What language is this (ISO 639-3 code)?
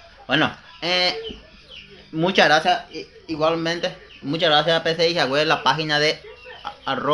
grn